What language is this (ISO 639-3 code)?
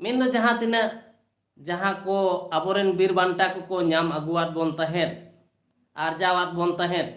sat